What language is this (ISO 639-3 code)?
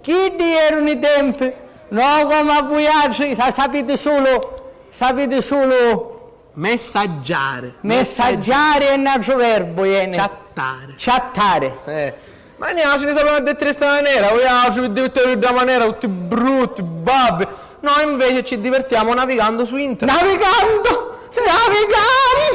scn